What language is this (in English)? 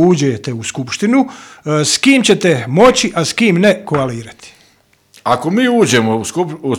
Bosnian